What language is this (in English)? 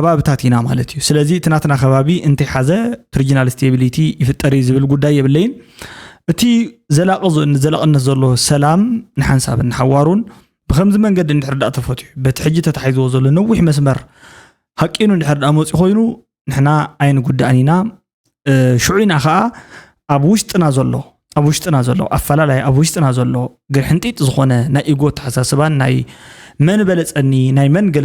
Tigrinya